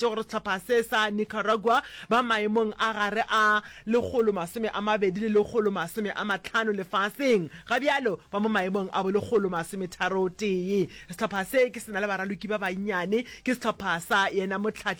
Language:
Northern Sotho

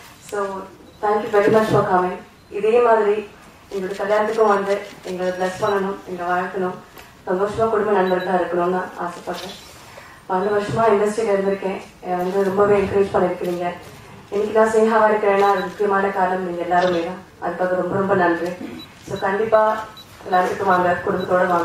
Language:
Tamil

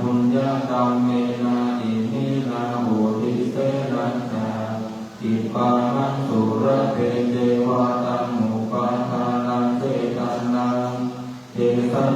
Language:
Pali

